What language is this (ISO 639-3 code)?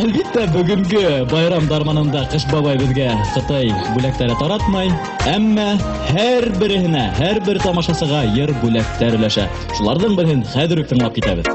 bak